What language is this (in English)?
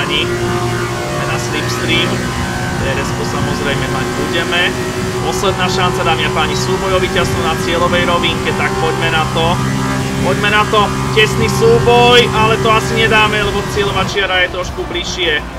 Slovak